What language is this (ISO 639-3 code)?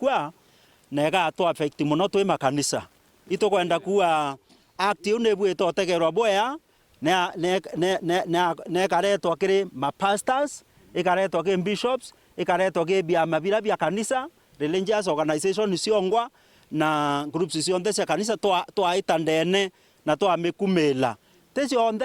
mer